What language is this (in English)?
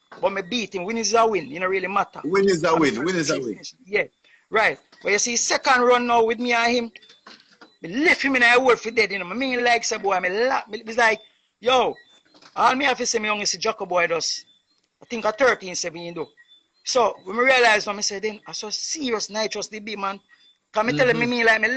Jamaican Creole English